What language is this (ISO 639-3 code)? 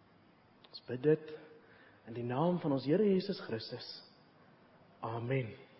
afr